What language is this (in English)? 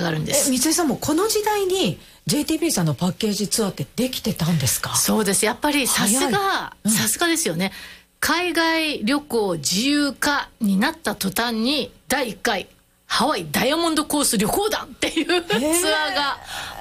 Japanese